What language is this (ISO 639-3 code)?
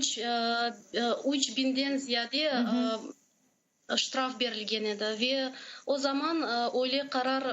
crh